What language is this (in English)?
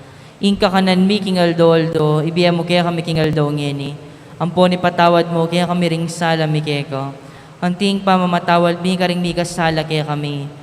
Pampanga